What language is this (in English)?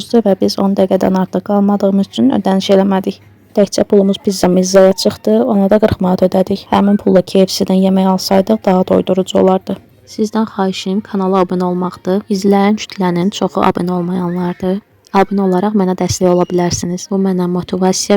Azerbaijani